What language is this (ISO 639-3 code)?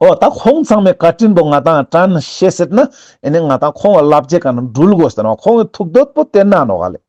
lbj